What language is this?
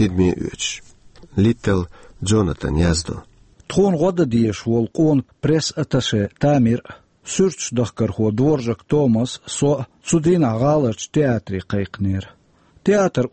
Chechen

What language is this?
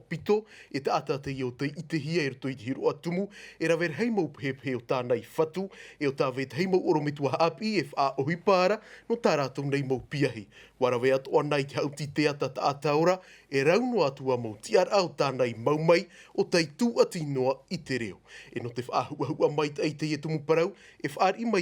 Tahitian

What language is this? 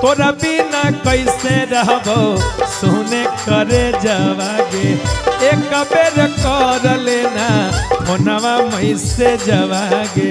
Magahi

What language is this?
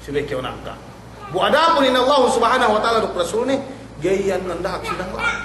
Yakan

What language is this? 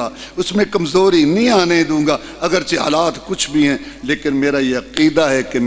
Urdu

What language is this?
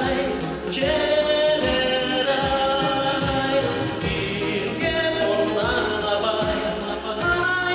Udmurt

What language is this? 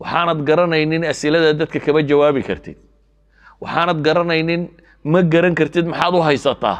Somali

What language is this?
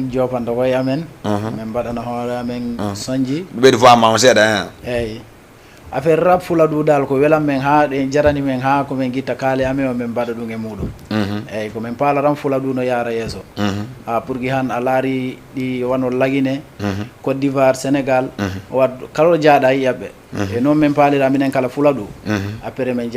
Fula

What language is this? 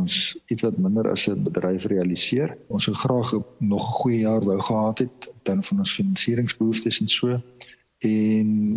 Afrikaans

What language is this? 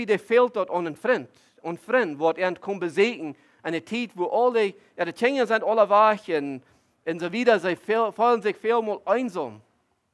Plautdietsch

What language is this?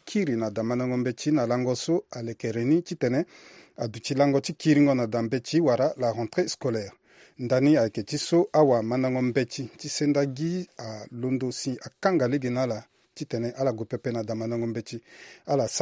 Sango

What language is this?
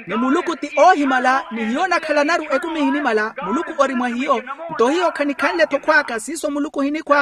Makhuwa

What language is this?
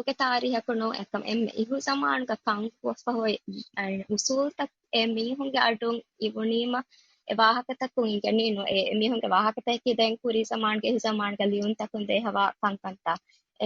Divehi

